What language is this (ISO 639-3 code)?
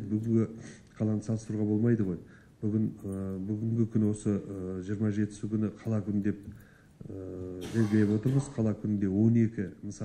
kaz